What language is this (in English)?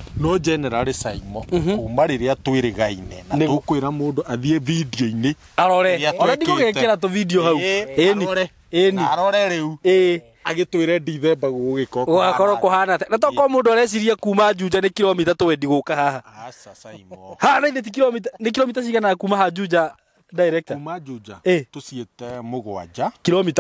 Kikuyu